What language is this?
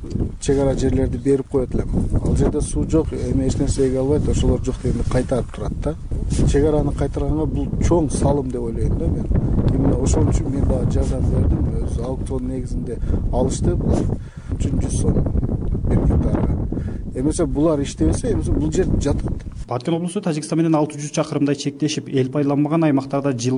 Kyrgyz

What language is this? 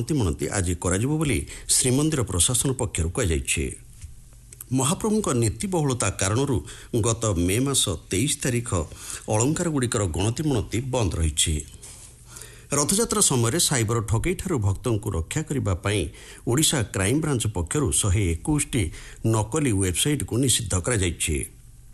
Odia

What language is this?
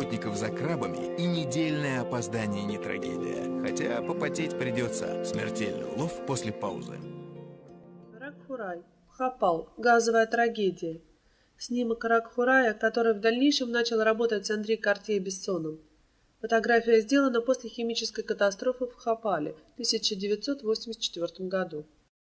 Russian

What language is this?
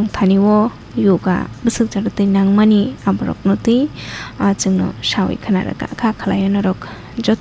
Kok Borok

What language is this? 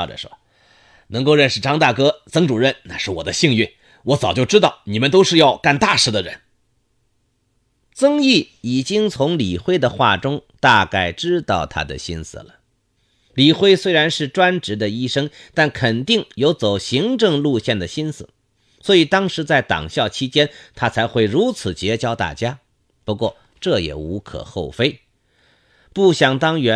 Chinese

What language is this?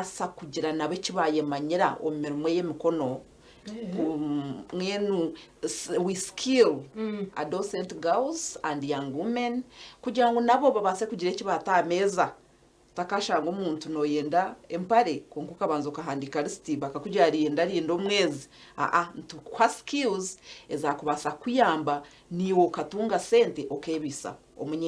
Nyankole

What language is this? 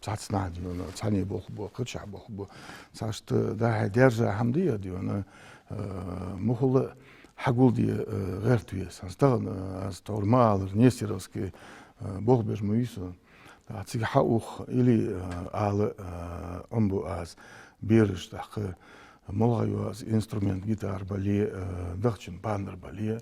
Ingush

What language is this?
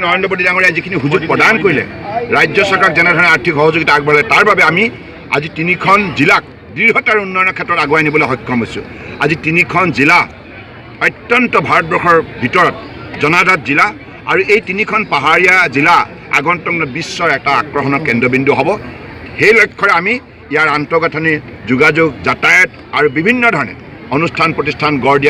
Assamese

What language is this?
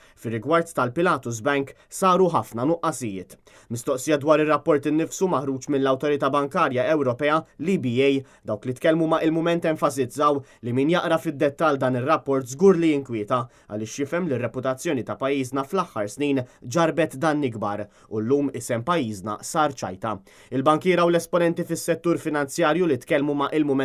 Maltese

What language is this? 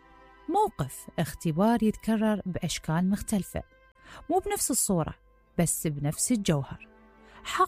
Mesopotamian Arabic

